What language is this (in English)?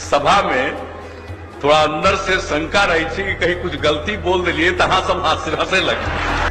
Maithili